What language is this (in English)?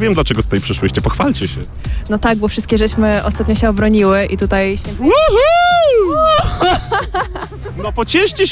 Polish